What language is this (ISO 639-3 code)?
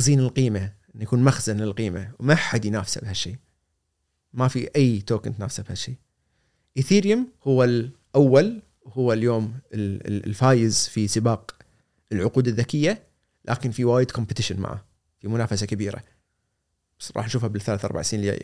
afb